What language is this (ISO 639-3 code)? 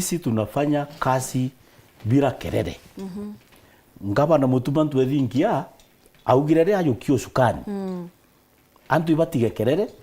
mer